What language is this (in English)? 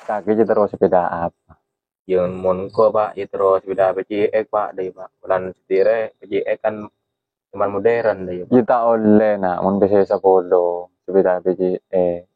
Madurese